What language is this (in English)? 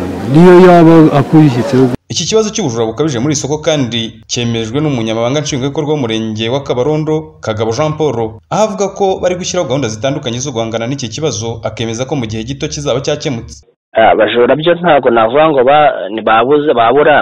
Kinyarwanda